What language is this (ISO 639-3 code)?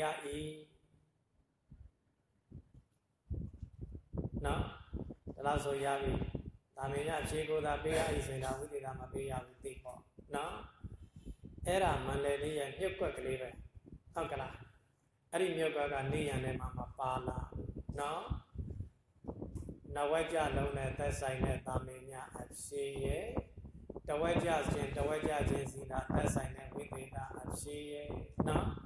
mya